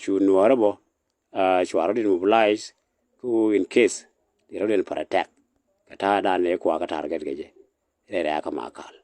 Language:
Nuer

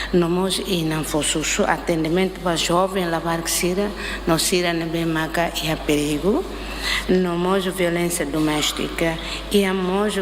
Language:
Tetum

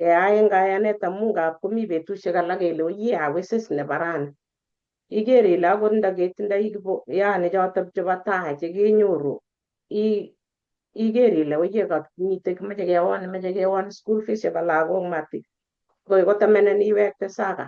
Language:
Kalenjin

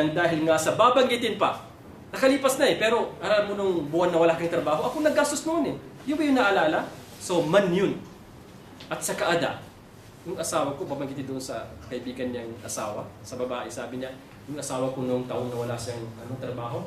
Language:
Maranao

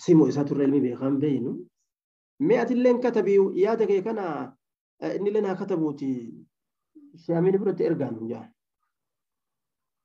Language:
Oromo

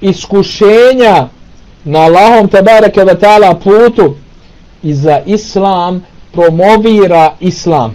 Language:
Bosnian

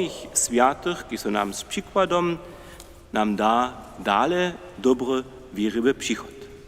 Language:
Upper Sorbian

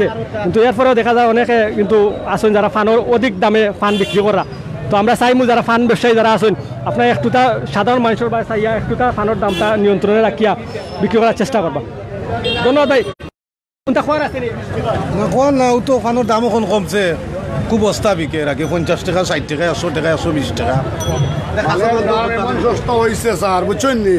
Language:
Sylheti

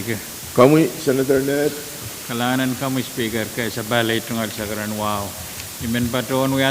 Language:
Pohnpeian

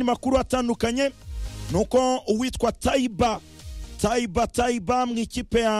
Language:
Kinyarwanda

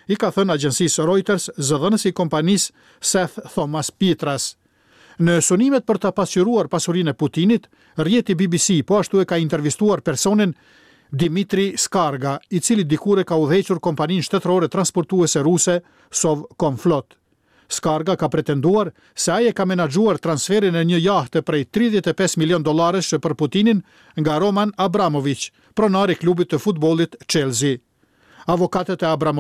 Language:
Albanian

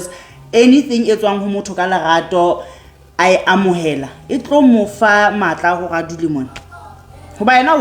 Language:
Southern Sotho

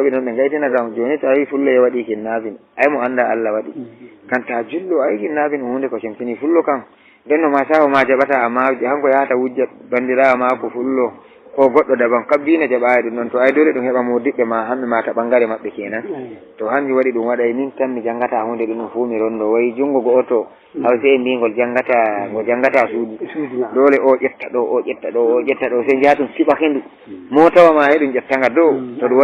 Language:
Fula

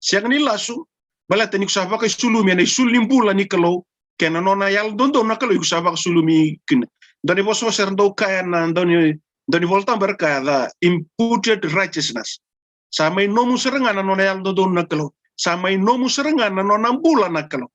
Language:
Fijian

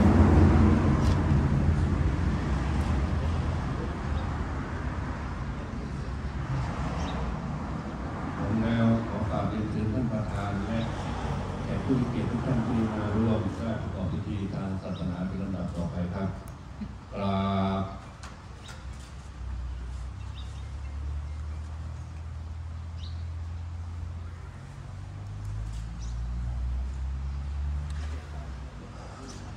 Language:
Thai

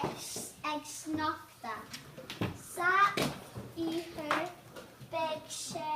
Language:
Irish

